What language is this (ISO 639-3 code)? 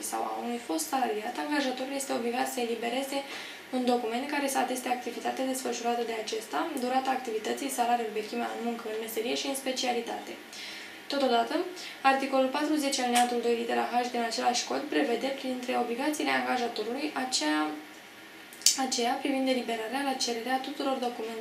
ron